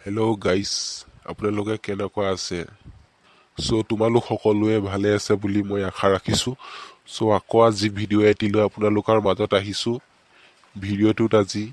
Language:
Assamese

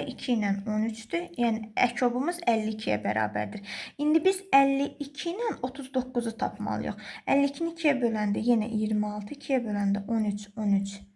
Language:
Azerbaijani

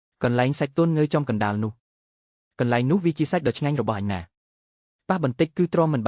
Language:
Khmer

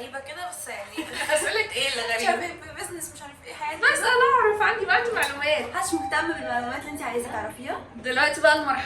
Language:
Egyptian Arabic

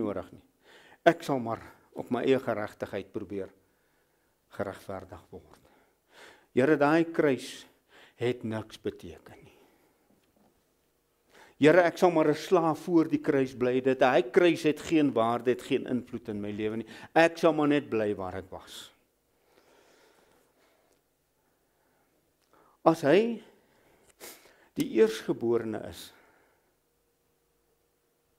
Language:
Afrikaans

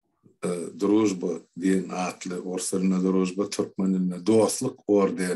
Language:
Turkmen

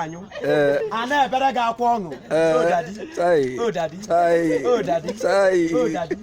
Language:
Igbo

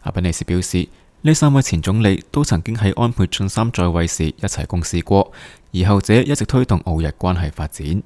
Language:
Cantonese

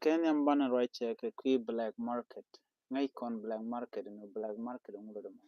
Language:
Nuer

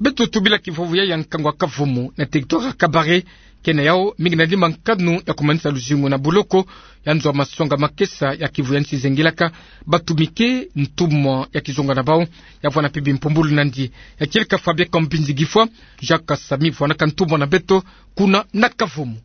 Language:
Kituba (Democratic Republic of Congo)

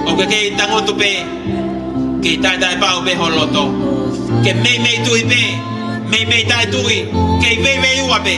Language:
Tongan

